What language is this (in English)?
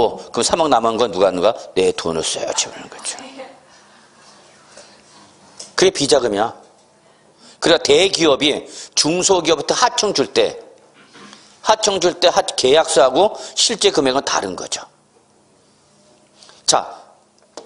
Korean